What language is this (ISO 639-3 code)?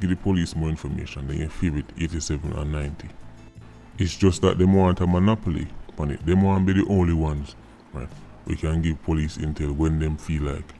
jam